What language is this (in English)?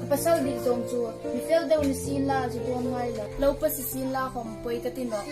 Hmar